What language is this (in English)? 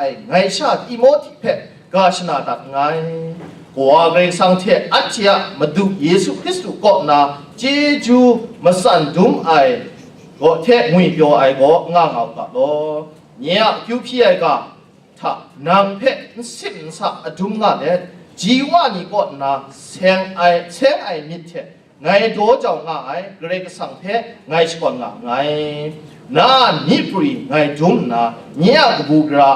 Kachin